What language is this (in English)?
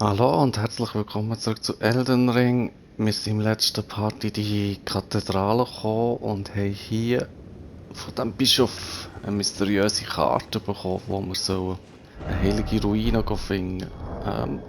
Swiss German